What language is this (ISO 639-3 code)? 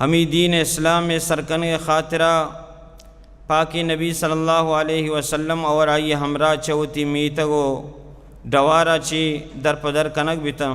bal